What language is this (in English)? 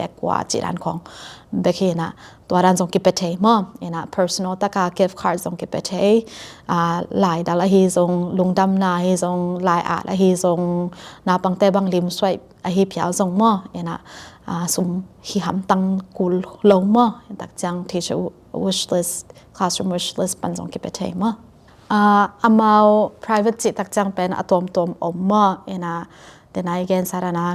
Tedim Chin